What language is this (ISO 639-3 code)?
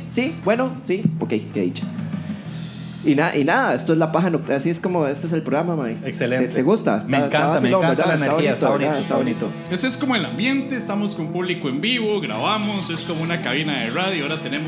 spa